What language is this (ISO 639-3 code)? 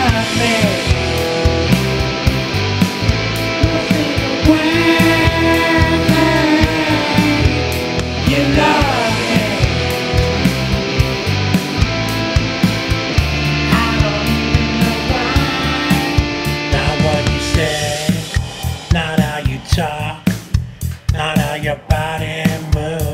eng